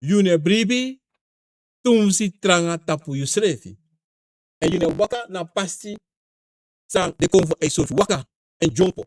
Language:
Sranan Tongo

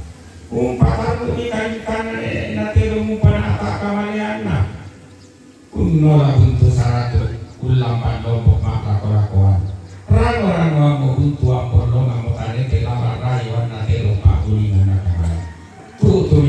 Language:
Toraja-Sa'dan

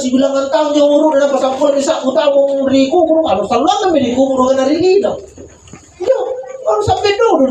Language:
Makasar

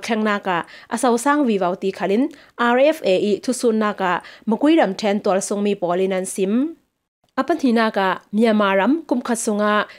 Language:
Falam Chin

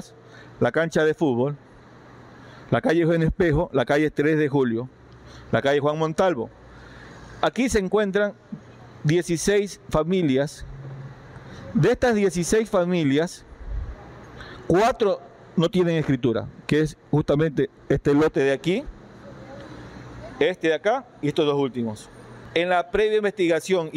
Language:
Spanish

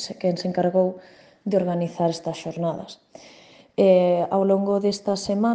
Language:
Galician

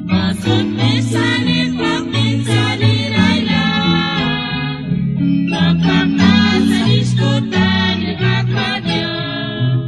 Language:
Kekchí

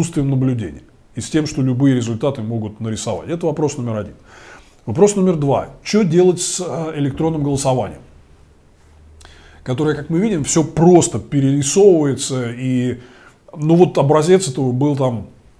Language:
Russian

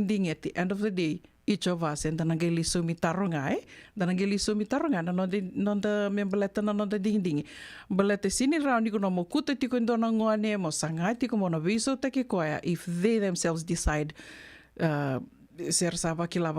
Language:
Fijian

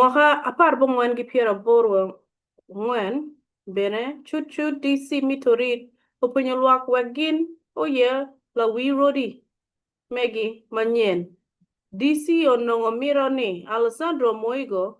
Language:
Acoli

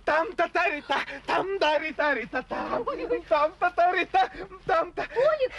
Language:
Chuvash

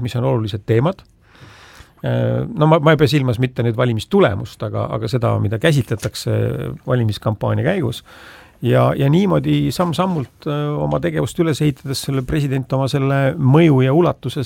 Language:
Estonian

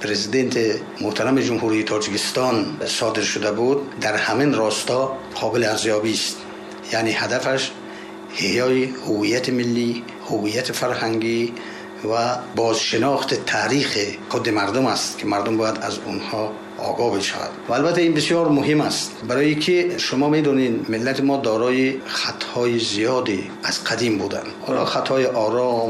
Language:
Tajik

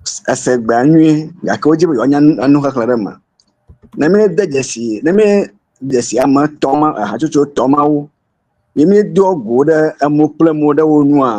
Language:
Ewe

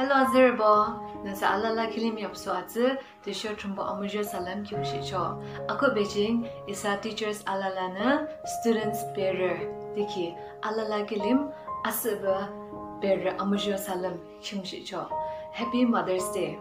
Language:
Yimchungru Naga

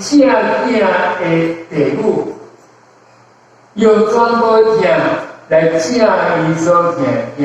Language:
Min Nan Chinese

